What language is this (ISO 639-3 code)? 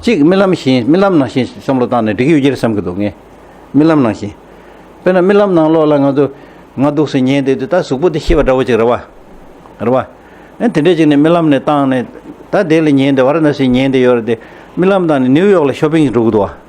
bod